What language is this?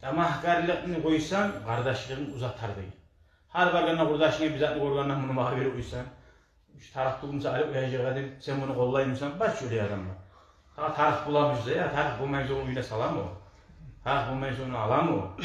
Kumyk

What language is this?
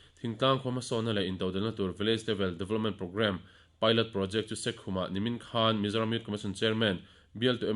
Mizo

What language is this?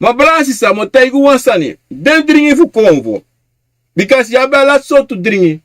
Sranan Tongo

